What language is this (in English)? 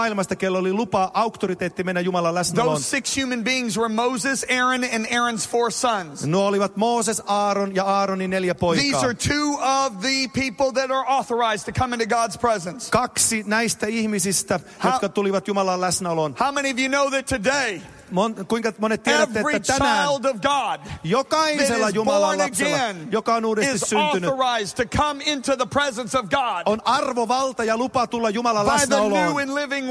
Finnish